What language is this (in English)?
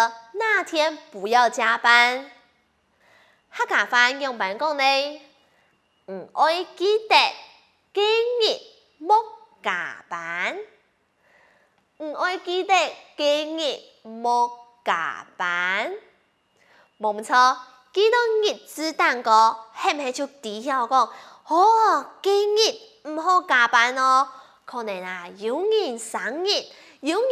Hakka Chinese